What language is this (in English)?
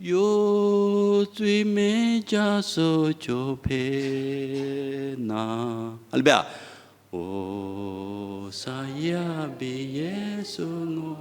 Lisu